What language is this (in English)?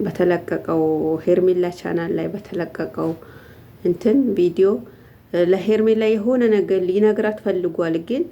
Amharic